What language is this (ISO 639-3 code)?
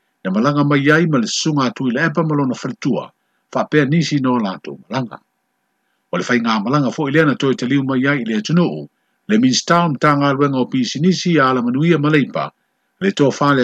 smo